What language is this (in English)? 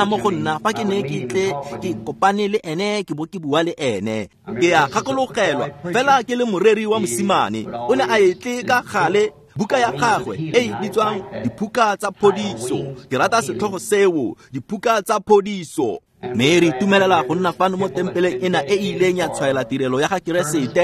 Tswana